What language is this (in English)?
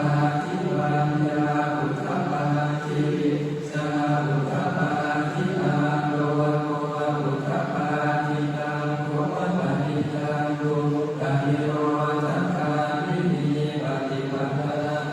Pali